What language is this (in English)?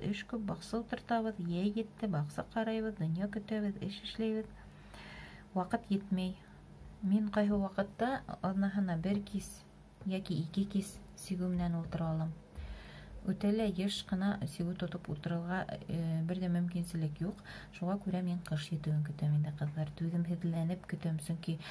Bashkir